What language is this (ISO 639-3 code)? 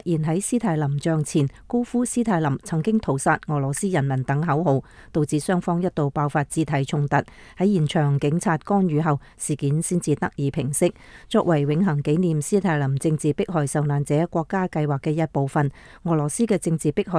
yue